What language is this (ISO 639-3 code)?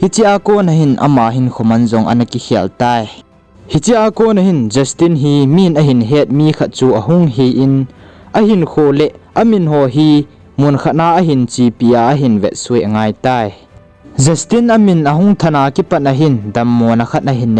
tcz